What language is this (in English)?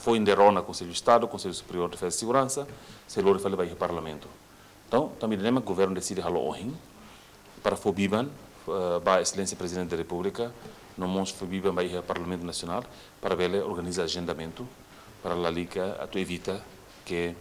Tetum